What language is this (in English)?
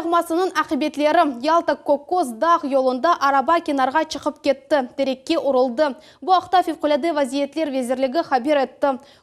Crimean Tatar